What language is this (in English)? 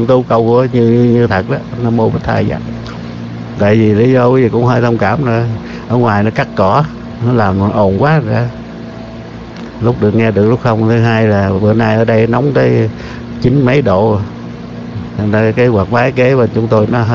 Vietnamese